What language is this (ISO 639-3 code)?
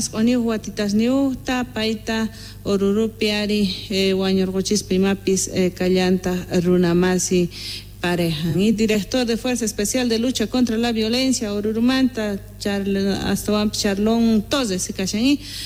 que